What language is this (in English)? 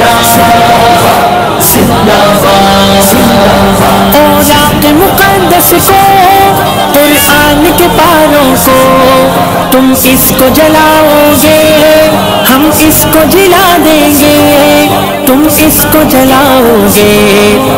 Urdu